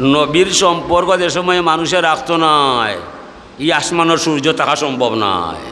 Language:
Sylheti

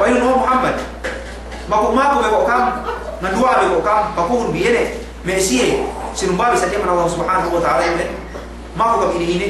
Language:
Yakan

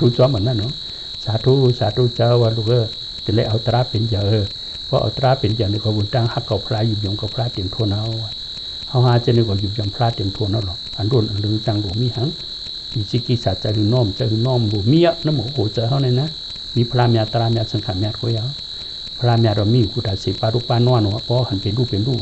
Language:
Shan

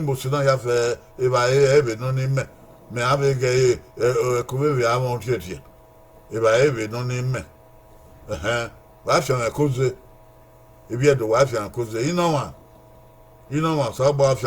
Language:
Bini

